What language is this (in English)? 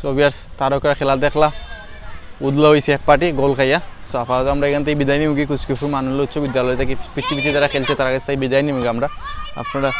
Sylheti